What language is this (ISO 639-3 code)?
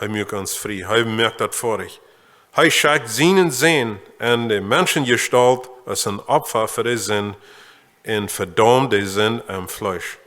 pdt